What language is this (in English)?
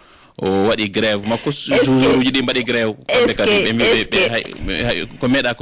Fula